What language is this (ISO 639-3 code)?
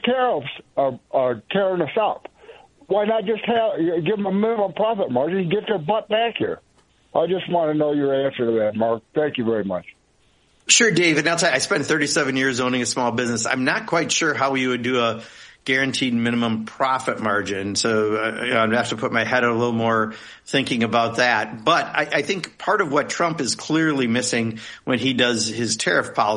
eng